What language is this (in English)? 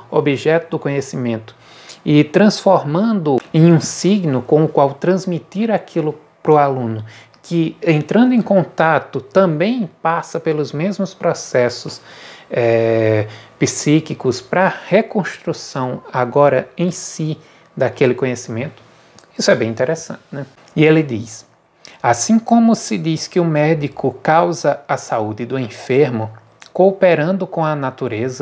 Portuguese